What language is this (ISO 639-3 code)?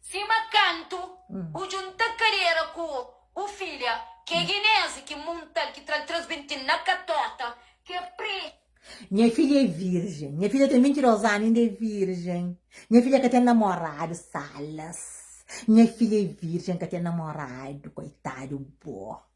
kea